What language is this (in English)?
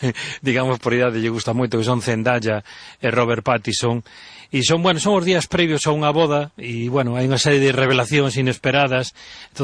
Galician